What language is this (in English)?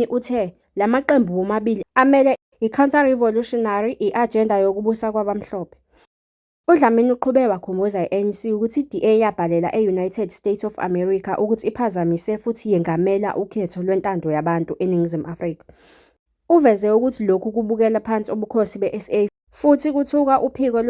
Zulu